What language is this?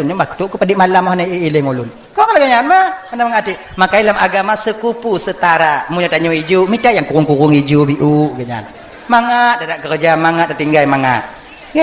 Achinese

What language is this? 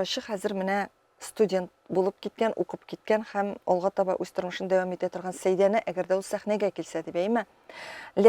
Tatar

